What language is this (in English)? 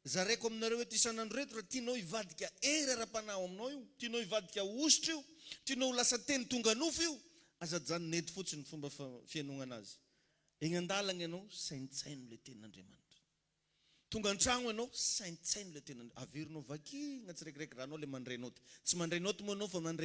Malagasy